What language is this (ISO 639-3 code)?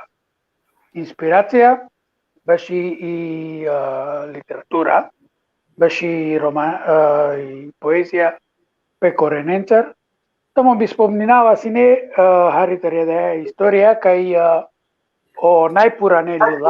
rmn